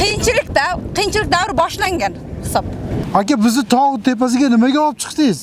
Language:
Uzbek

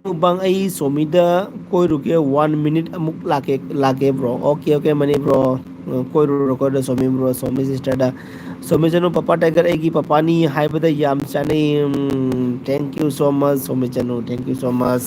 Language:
Manipuri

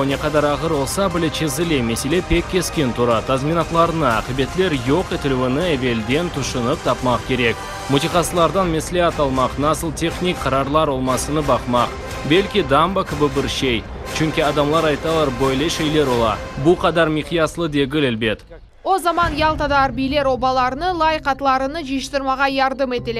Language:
Crimean Tatar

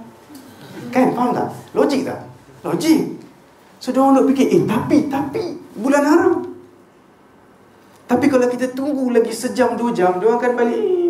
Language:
Malay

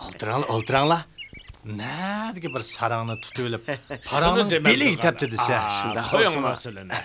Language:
Uyghur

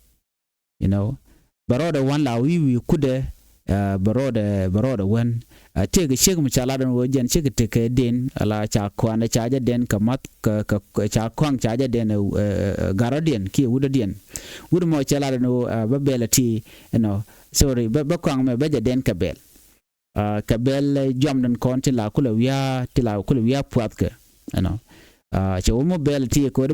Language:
Nuer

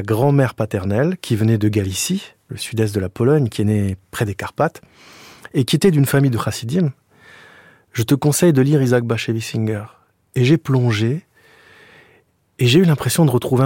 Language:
French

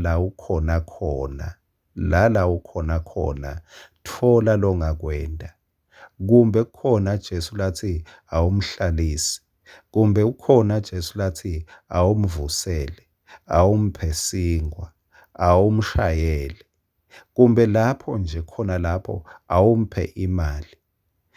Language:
Swati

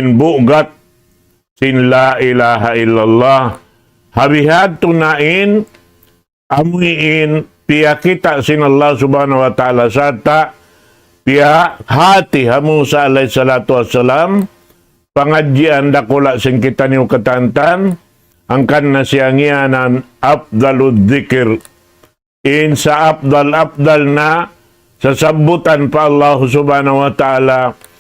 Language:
Tausug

